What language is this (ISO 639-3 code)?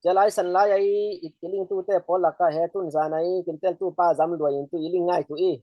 cfm